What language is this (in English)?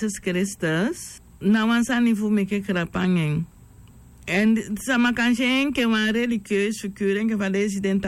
Sranan Tongo